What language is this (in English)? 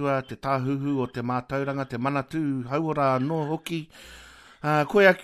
Māori